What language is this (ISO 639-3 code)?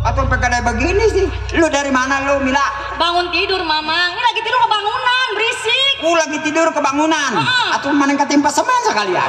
bew